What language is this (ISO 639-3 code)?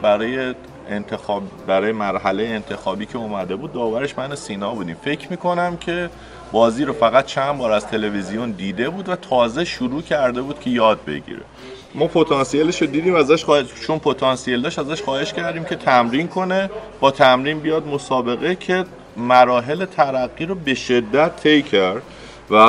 fas